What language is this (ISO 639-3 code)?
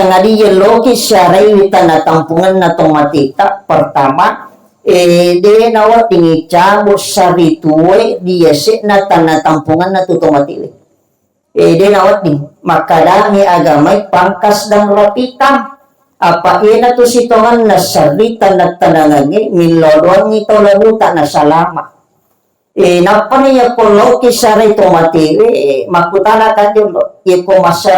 bug